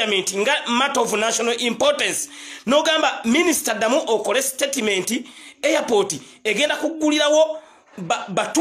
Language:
Ganda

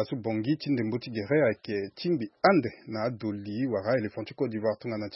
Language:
Sango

